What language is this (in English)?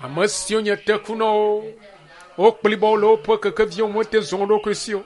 Ewe